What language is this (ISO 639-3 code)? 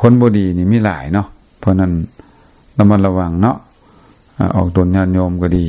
lao